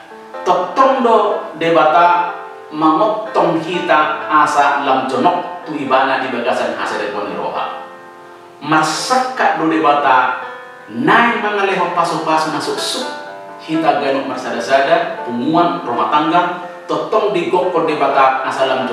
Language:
Batak Toba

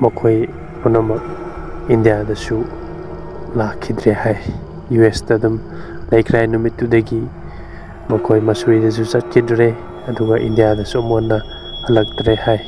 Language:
Manipuri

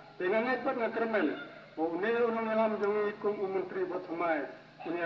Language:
Khasi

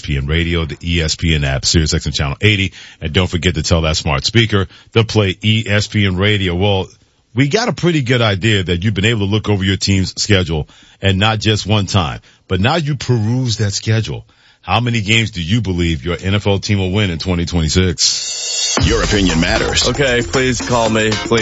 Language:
English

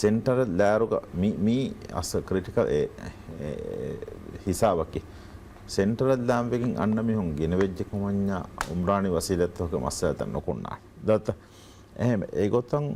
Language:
Divehi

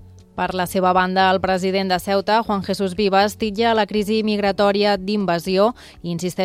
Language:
Catalan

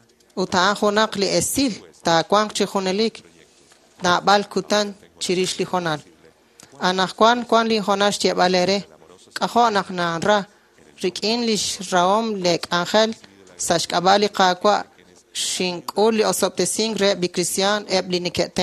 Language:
Kekchí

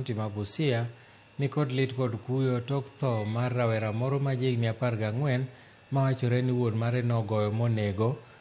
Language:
Luo (Kenya and Tanzania)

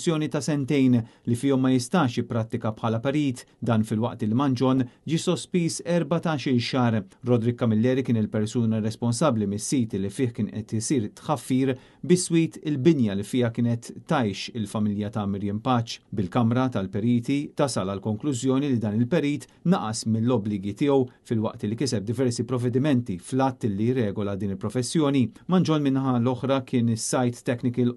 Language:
Maltese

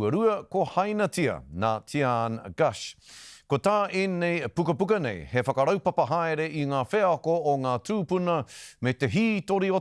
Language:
Māori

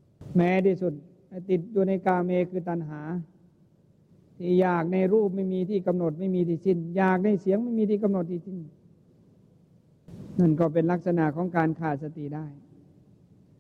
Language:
Thai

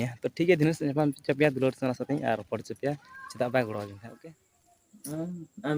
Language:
Santali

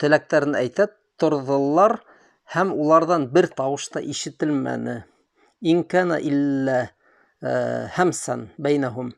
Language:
Bashkir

